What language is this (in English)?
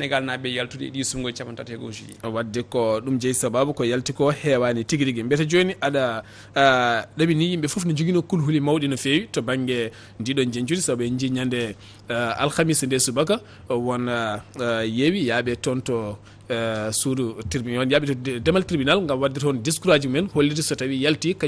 Fula